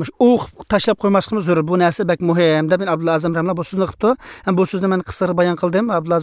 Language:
Uyghur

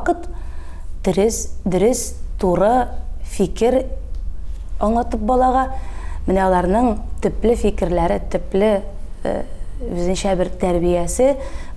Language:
Tatar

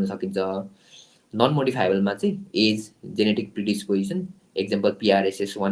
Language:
Nepali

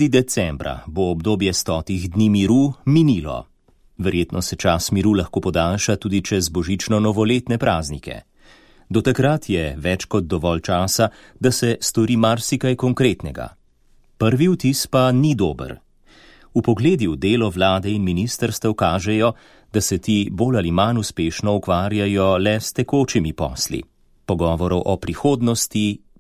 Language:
Slovenian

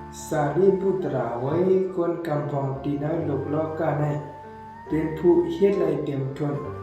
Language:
Shan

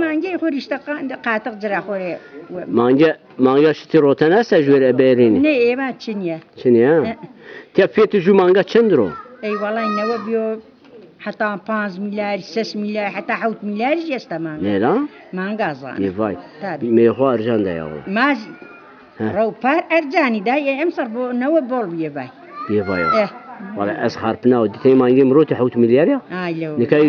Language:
Zaza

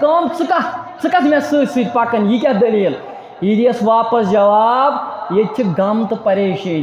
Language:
Kashmiri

